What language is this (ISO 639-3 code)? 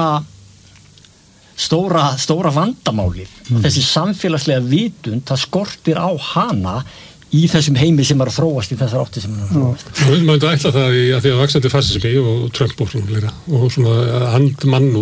isl